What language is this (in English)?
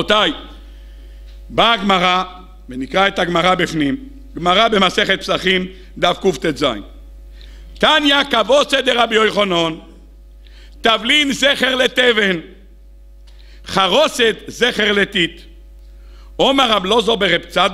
Hebrew